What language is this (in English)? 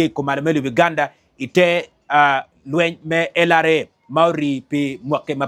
Acoli